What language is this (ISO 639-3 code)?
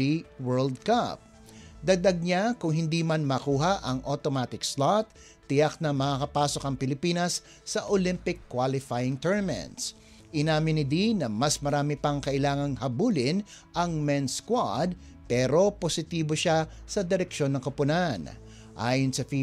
fil